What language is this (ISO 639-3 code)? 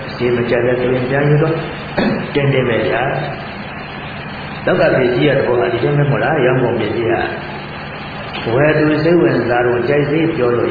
mya